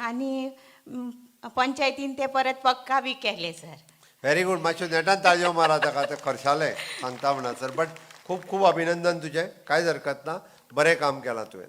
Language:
Konkani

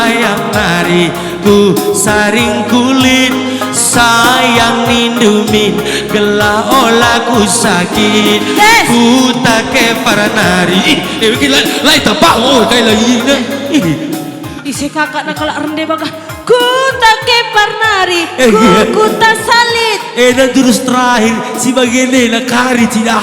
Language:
Batak Karo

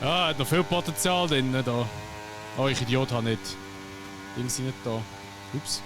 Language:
Swiss German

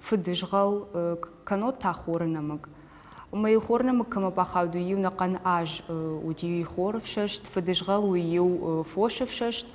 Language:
Ossetic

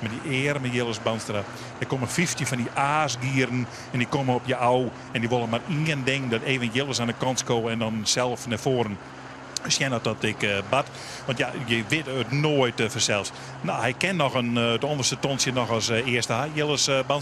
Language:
Western Frisian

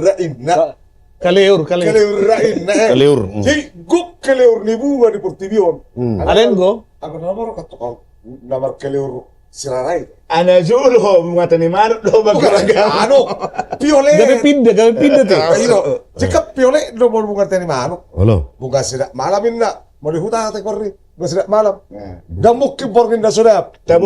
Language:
Batak Toba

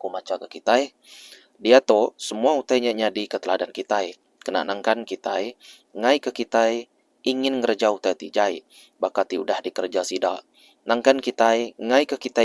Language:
Iban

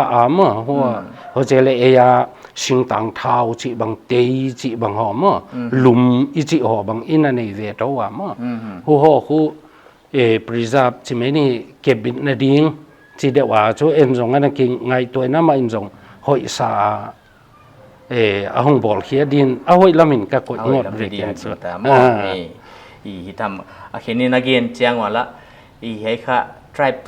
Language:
Paite Chin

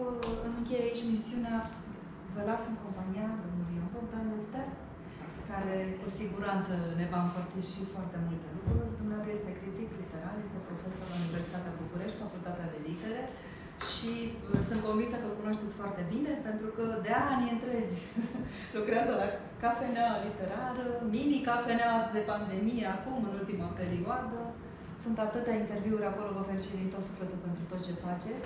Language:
Romanian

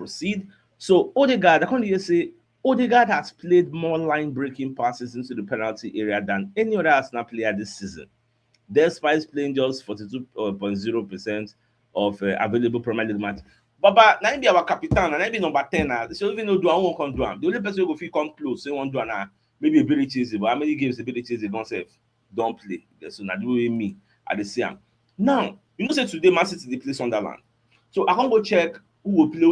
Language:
Nigerian Pidgin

